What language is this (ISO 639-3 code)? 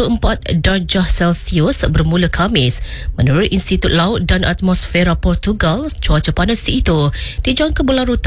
msa